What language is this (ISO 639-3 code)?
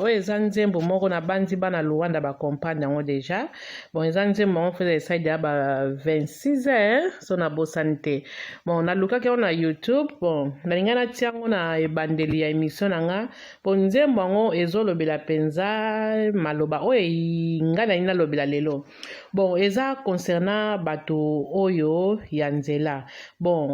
lin